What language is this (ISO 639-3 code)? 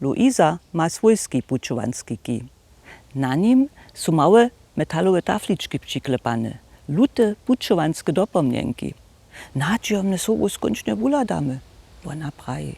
hsb